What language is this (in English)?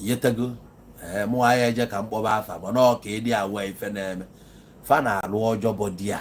Igbo